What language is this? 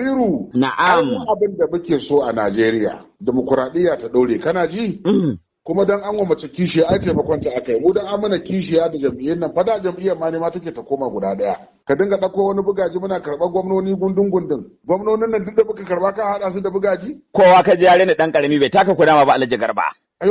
Hausa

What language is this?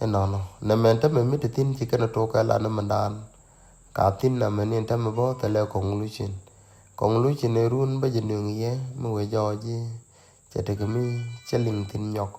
Nuer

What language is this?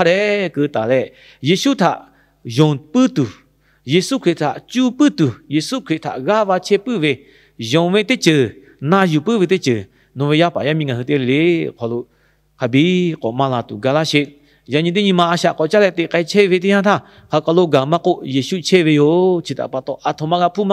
Lahu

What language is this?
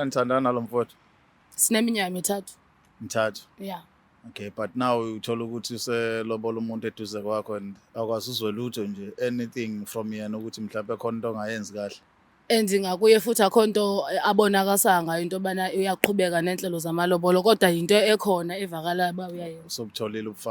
Zulu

